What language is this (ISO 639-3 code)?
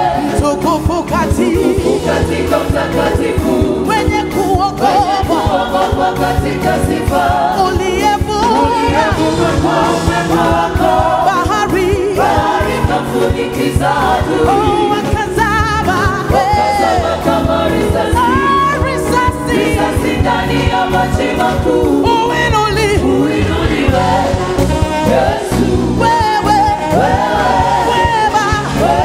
swa